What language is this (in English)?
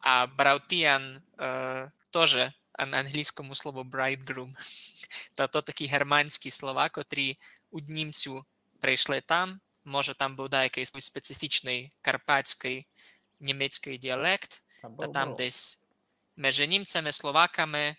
Rusyn